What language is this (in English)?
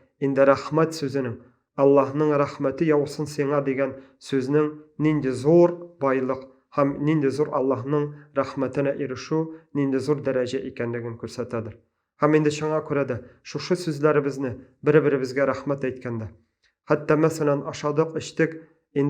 Tatar